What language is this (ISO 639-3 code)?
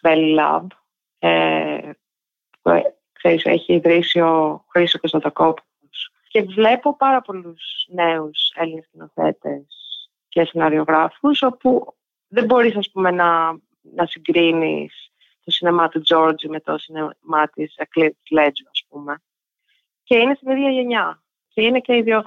ell